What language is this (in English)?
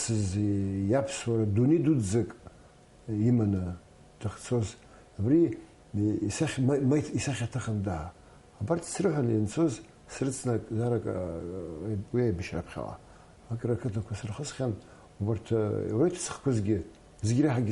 Abkhazian